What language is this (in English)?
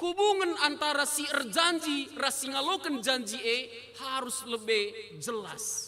Batak Karo